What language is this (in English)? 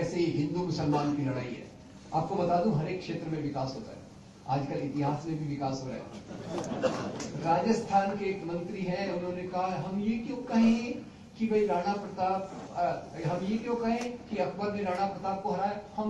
Hindi